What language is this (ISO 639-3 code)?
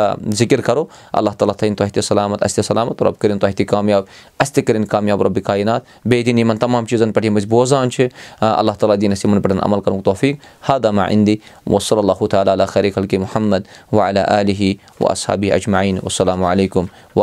kas